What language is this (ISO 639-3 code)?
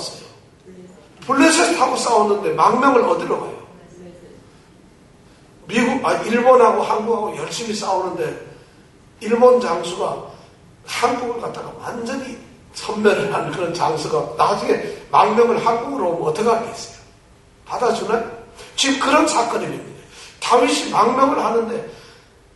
kor